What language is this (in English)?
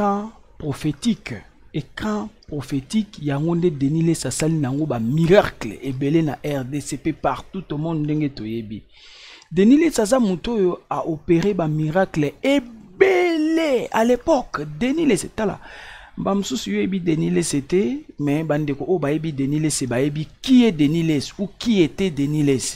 Lingala